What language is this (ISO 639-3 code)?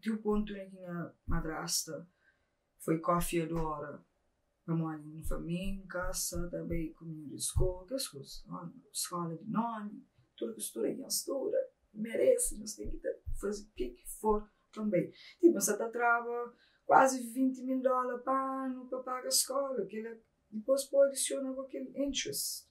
kea